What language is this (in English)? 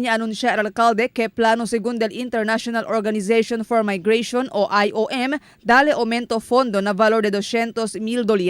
Chavacano